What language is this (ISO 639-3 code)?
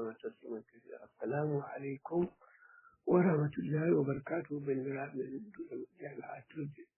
ful